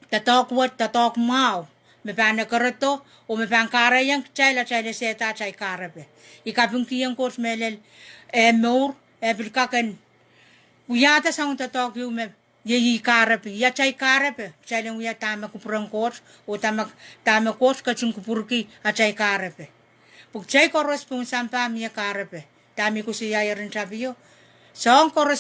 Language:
Pohnpeian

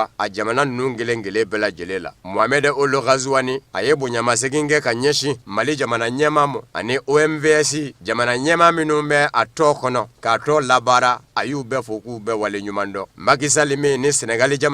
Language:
Bambara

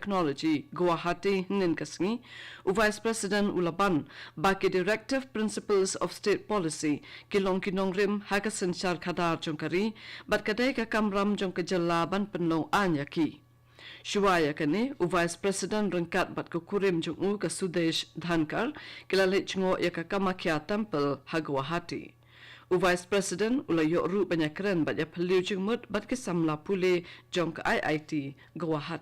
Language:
Khasi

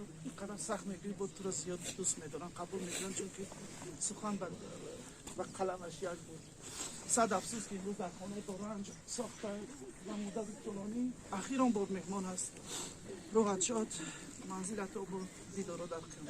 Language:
Tajik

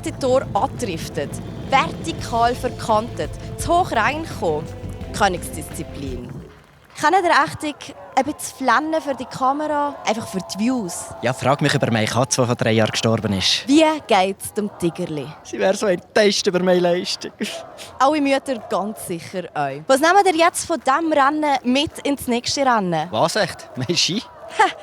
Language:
Swiss German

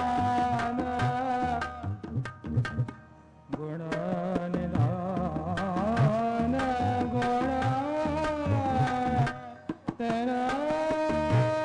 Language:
Punjabi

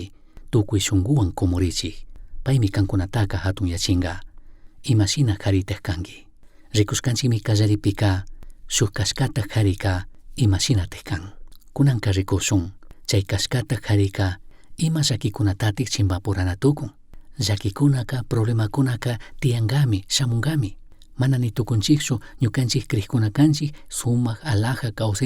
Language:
Chimborazo Highland Quichua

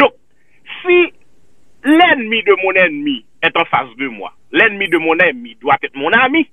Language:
Haitian Creole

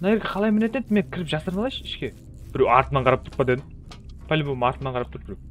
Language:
Kara-Kalpak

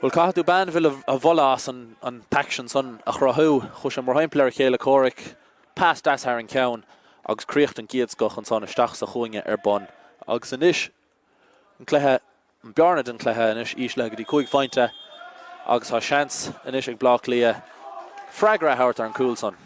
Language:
Irish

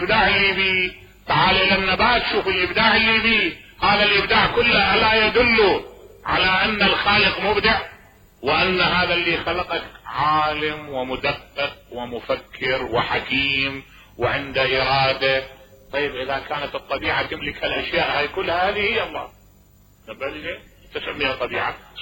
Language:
Mesopotamian Arabic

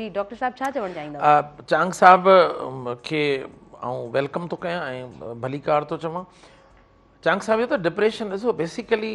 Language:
Sindhi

